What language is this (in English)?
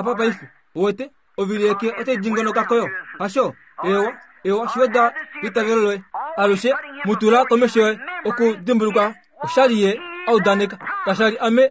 Kuanyama